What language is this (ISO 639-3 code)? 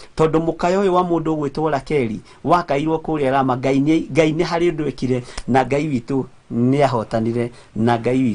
kik